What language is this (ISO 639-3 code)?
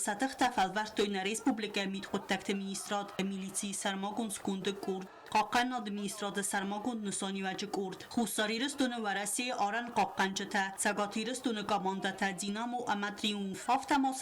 oss